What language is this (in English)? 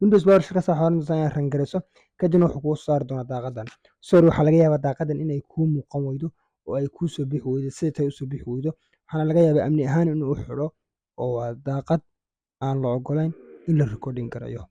Somali